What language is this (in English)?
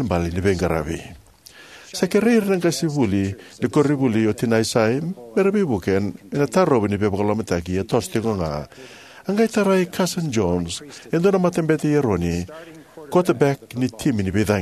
Fijian